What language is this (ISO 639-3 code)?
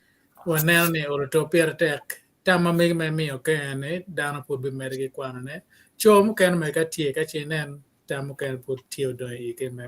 ach